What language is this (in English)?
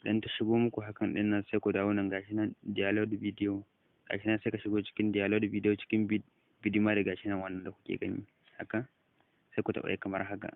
Hausa